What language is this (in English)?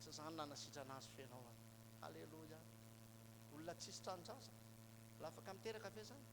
Malagasy